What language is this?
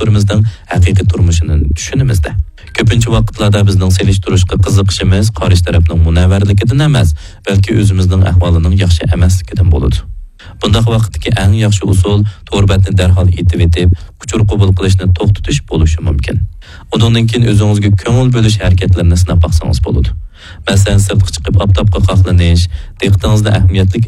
Uyghur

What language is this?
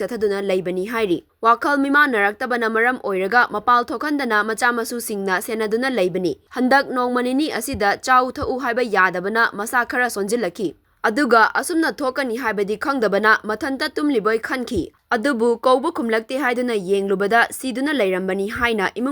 Manipuri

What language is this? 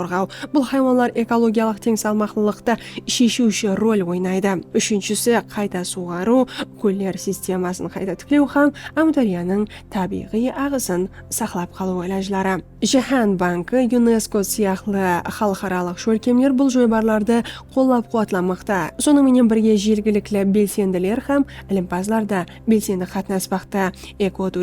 Kara-Kalpak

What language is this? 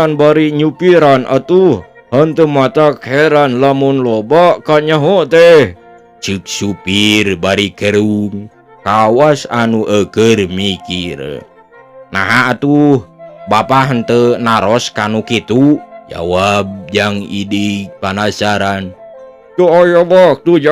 Sundanese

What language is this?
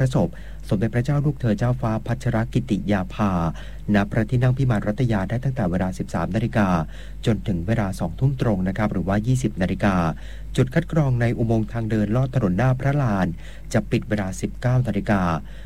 Thai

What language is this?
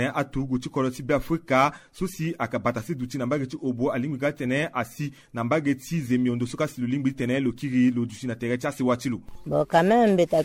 Sango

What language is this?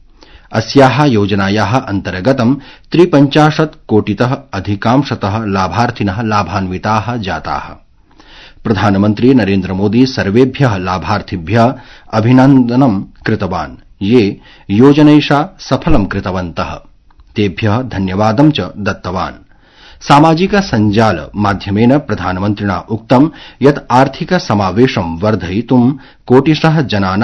Sanskrit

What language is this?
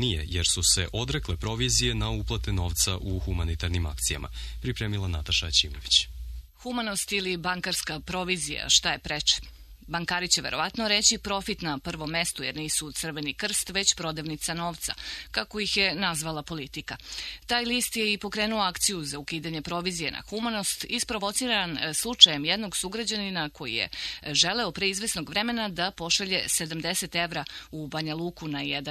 Serbian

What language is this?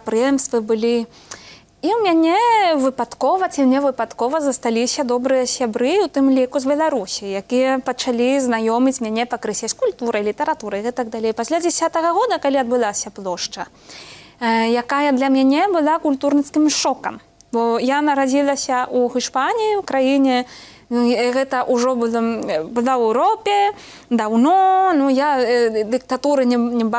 Belarusian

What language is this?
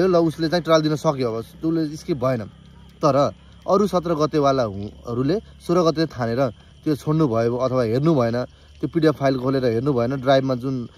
Nepali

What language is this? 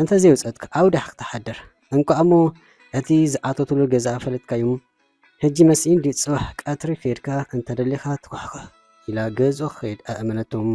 Tigrinya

